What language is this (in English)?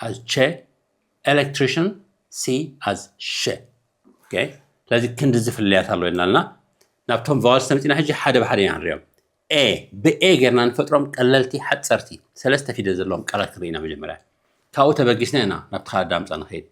Tigrinya